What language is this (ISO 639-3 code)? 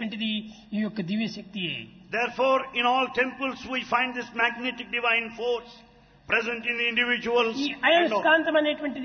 tel